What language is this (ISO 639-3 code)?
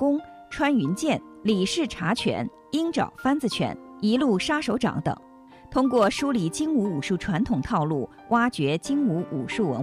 zho